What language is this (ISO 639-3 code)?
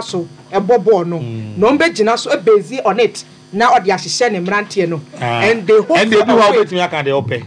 aka